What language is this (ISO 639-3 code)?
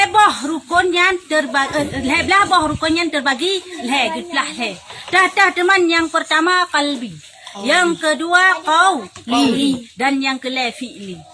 ace